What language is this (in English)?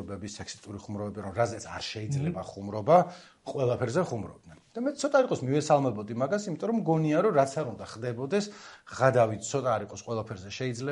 Georgian